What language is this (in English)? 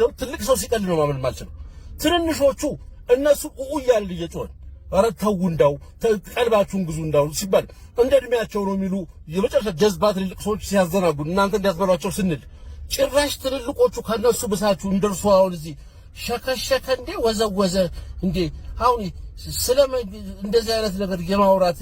Amharic